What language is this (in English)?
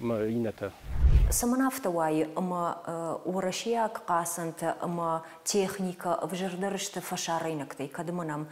Ossetic